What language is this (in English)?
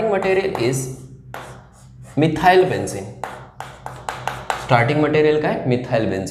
Marathi